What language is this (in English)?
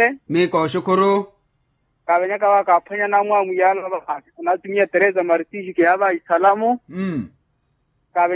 Makhuwa